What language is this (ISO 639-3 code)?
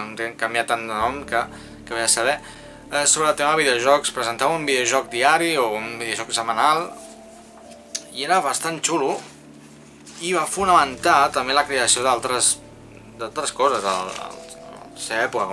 cat